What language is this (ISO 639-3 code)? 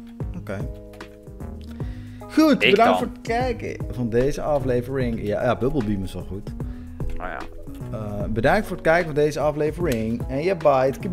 nld